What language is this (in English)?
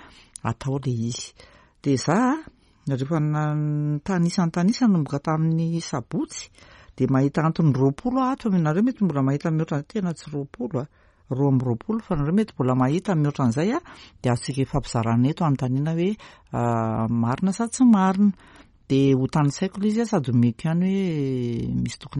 Malagasy